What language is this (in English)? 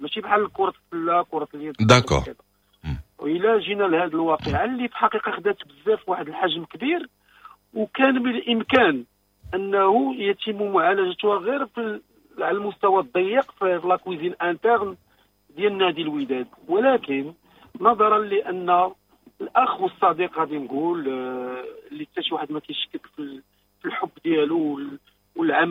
Moroccan Arabic